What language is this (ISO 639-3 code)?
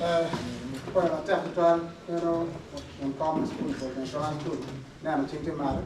ach